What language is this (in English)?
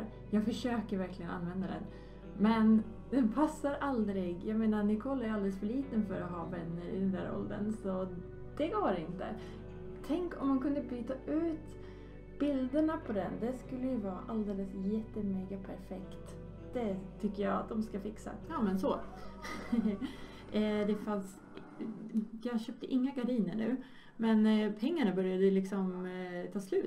Swedish